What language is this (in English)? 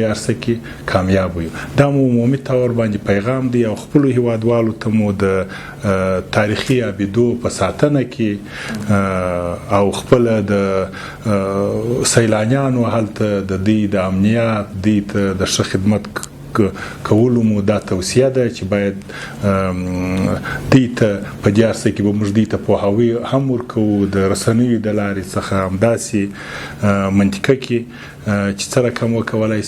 Pashto